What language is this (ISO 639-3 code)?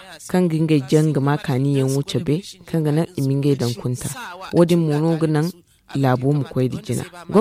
dje